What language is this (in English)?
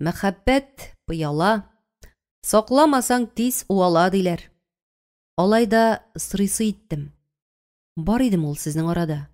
Tatar